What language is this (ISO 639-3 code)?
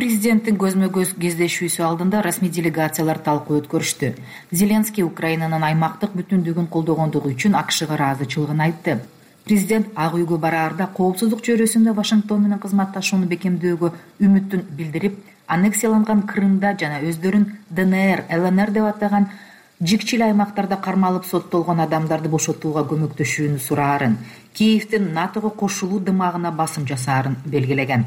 kir